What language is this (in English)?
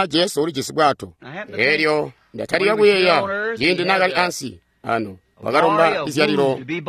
Tonga (Zambia)